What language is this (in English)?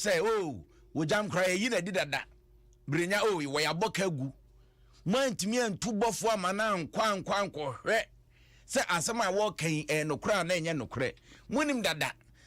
Akan